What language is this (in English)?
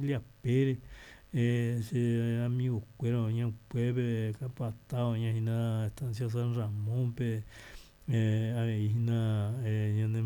Guarani